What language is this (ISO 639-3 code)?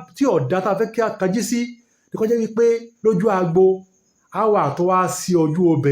yor